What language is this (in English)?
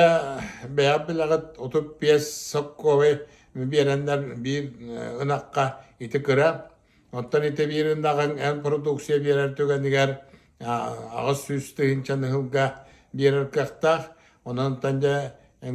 Yakut